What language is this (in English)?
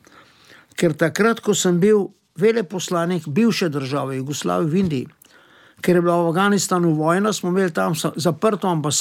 Slovenian